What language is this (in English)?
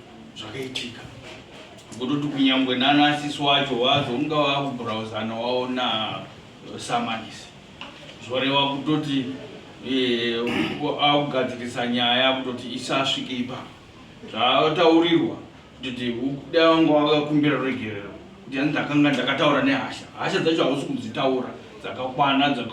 Shona